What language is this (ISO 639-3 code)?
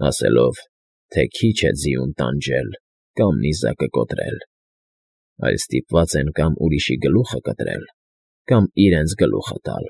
hye